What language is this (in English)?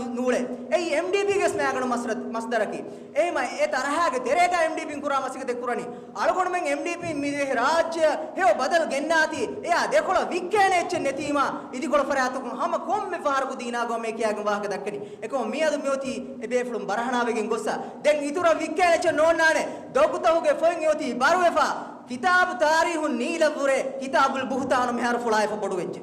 Divehi